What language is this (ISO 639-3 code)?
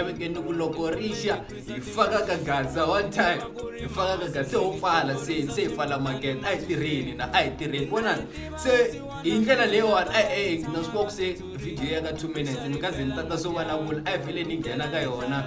tso